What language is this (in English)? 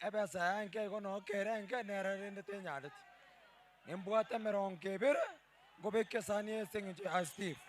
Gusii